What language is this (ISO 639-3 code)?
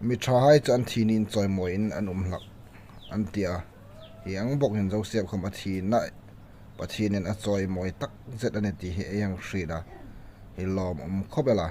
hmr